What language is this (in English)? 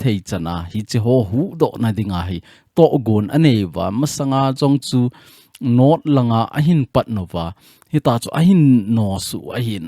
Thado Chin